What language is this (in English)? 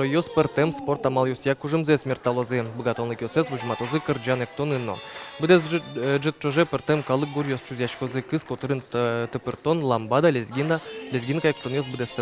Udmurt